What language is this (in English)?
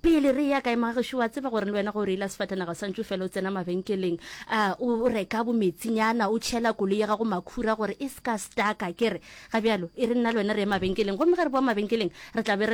Northern Sotho